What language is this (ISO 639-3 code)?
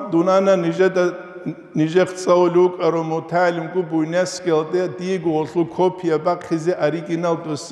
ava